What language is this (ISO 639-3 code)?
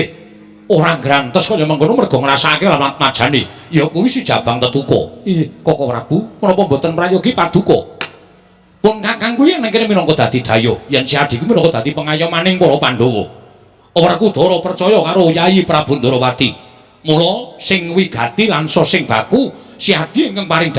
jav